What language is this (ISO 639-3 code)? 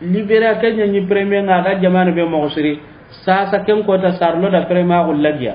snk